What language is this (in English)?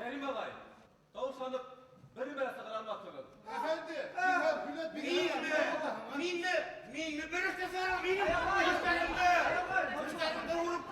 Bashkir